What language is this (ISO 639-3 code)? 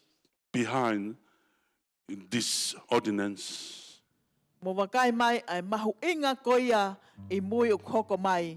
ton